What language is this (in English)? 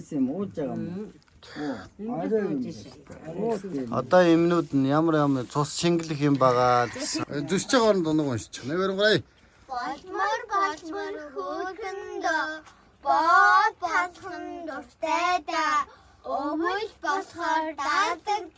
Mongolian